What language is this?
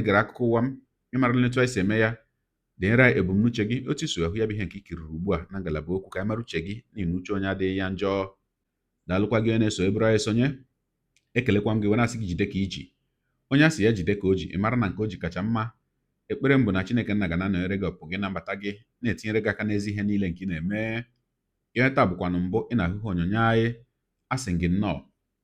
Igbo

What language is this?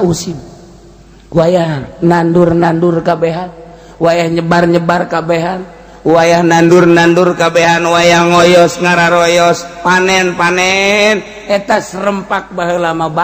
Sundanese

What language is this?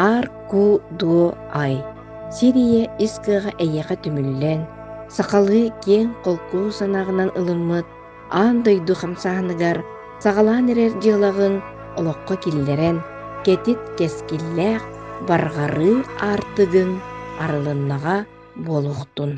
Yakut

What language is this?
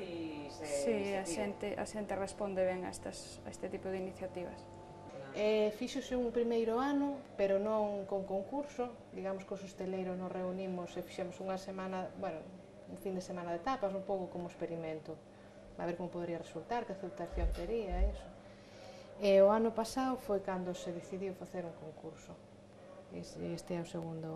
Galician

